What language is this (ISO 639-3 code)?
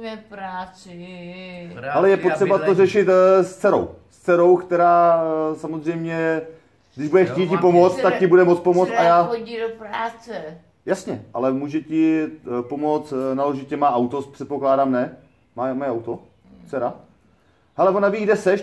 ces